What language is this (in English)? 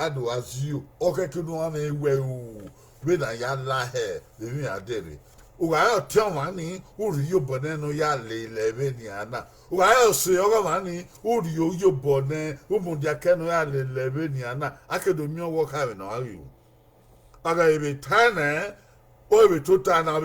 Bini